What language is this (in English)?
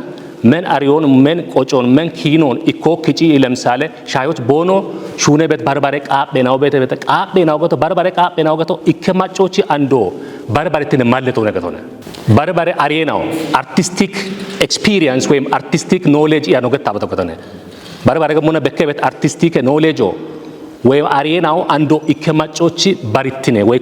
Kafa